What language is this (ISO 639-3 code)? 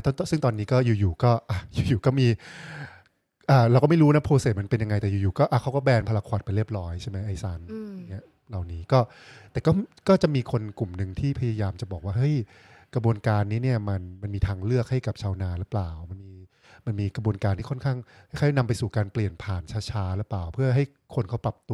tha